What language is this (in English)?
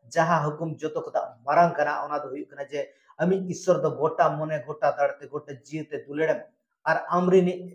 Santali